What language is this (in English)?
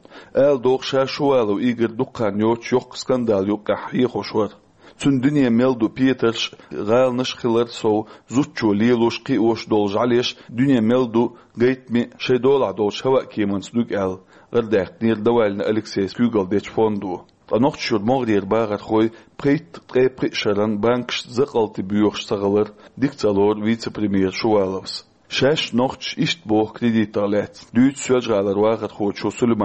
Chechen